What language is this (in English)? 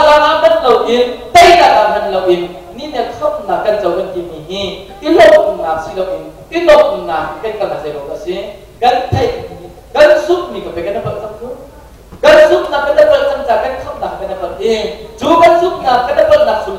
Hakha Chin